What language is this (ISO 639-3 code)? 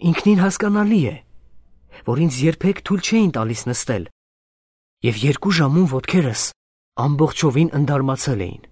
hye